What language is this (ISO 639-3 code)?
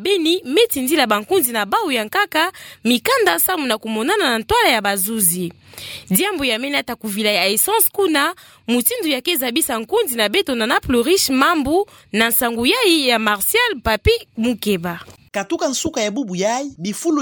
ktu